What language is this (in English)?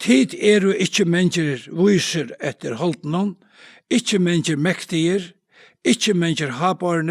Faroese